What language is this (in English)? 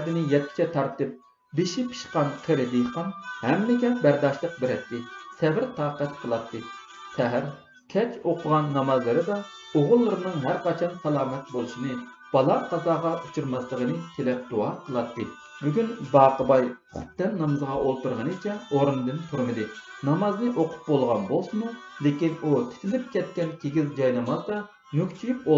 Uyghur